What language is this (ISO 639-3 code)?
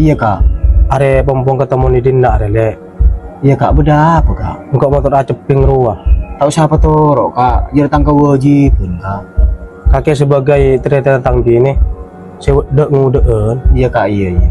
mad